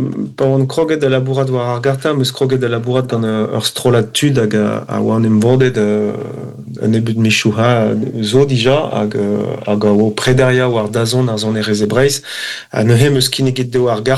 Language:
Breton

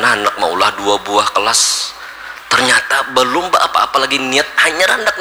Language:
Banjar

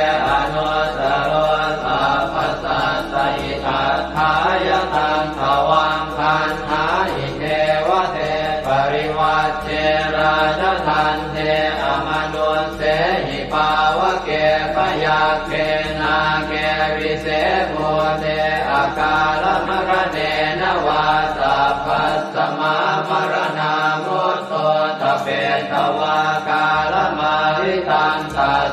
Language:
Pali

